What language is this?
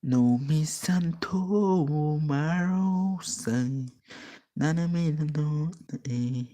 Khasi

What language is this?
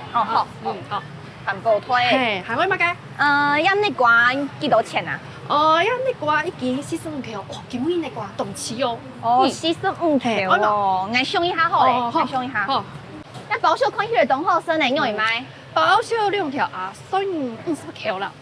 Hakka Chinese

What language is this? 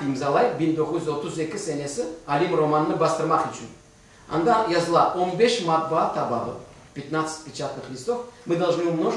Crimean Tatar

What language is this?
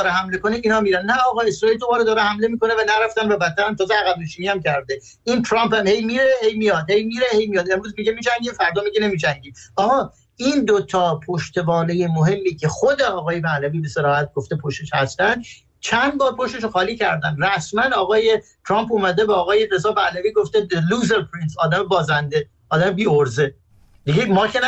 Persian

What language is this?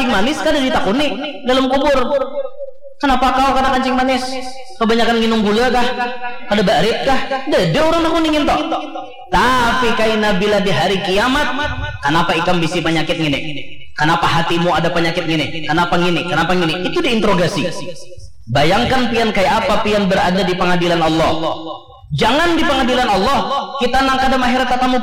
Banjar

